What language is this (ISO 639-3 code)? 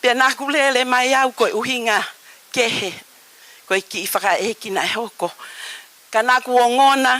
ton